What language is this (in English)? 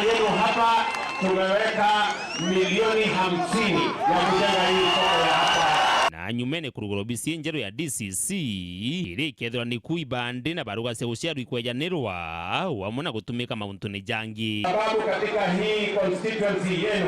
Meru